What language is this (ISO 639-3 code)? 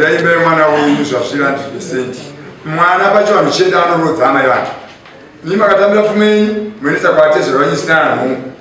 sna